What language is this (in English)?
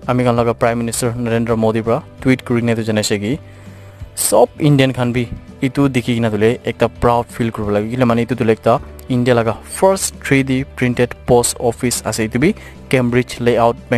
Naga Pidgin